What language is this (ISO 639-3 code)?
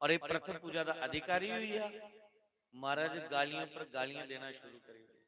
doi